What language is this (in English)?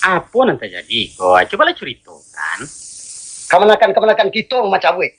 Minangkabau